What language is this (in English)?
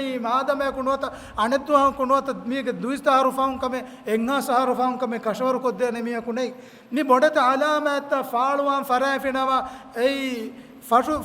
Divehi